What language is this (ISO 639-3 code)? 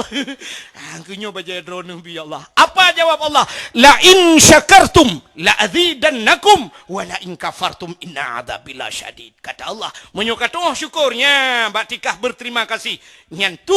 ace